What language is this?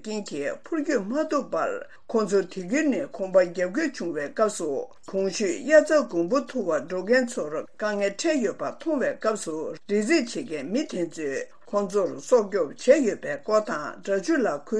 Tibetan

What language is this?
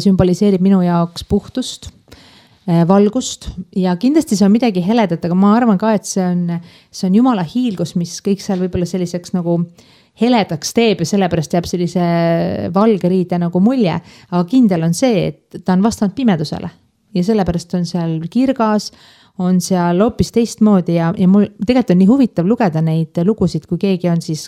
Estonian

